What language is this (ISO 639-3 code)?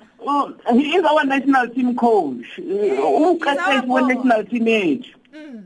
eng